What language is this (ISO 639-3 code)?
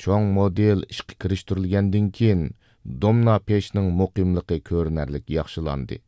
uig